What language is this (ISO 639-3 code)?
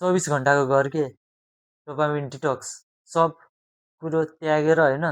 nep